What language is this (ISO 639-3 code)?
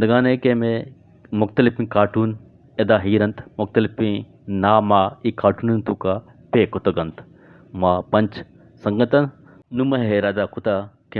bgp